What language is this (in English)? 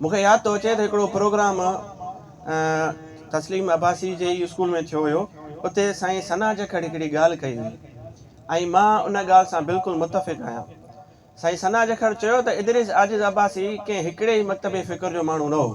Sindhi